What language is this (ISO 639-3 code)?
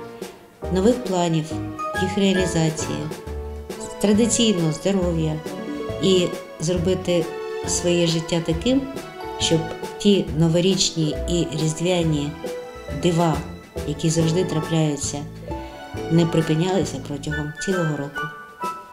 ukr